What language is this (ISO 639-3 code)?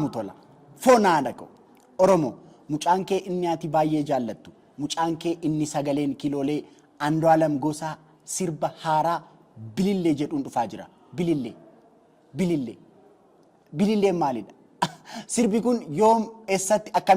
orm